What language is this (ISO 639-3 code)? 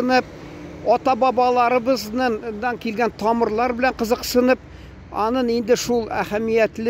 tat